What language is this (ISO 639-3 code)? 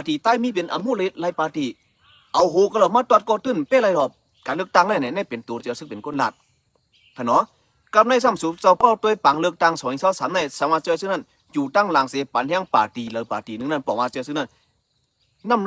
shn